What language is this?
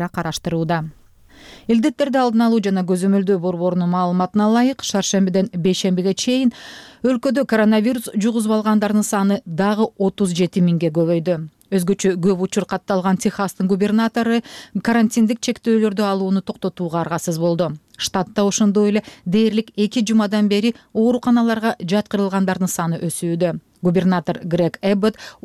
Kyrgyz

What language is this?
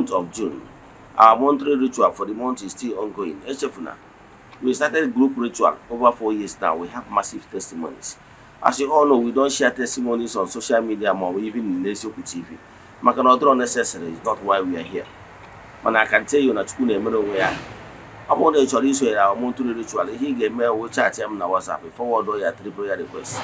Igbo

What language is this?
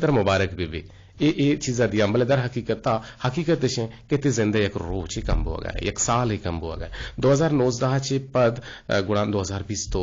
Eastern Balochi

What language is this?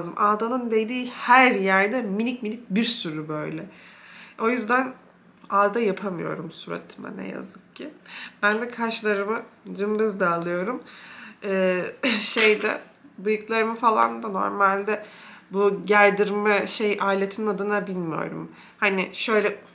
Turkish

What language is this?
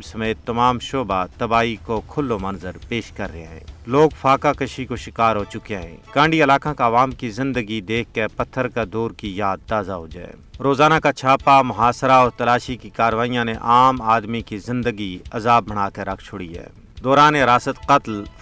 Gujari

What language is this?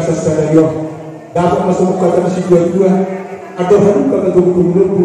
Batak Toba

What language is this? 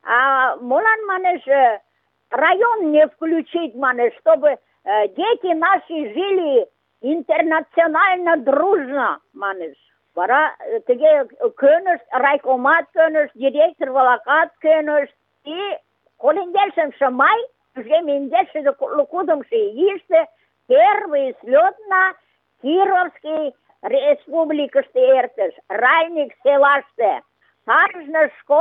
Mari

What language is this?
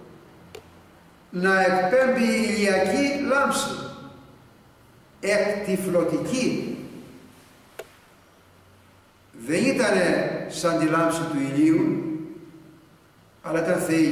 Greek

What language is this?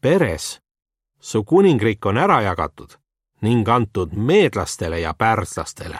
Estonian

